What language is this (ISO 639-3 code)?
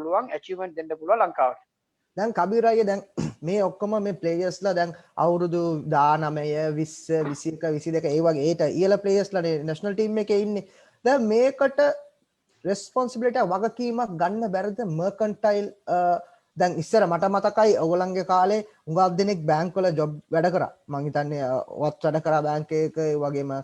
sin